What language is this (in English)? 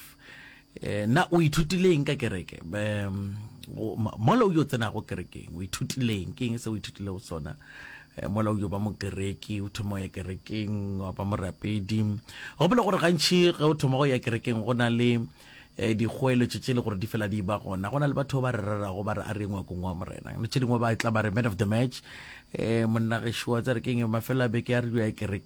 Northern Sotho